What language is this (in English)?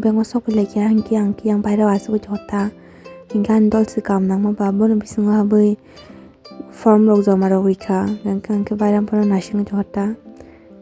Kok Borok